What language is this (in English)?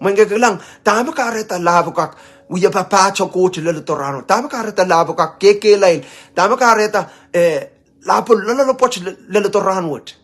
Pohnpeian